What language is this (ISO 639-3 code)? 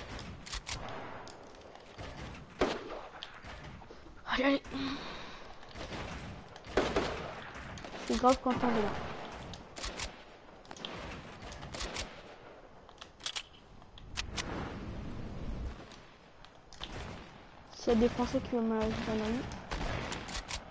fra